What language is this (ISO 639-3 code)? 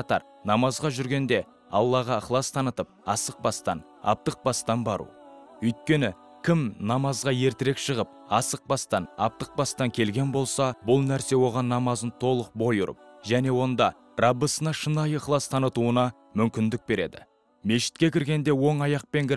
kaz